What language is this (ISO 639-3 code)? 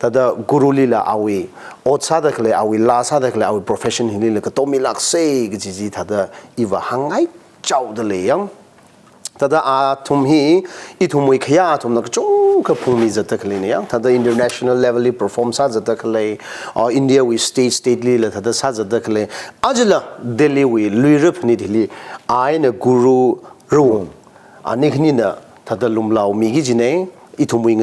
nmf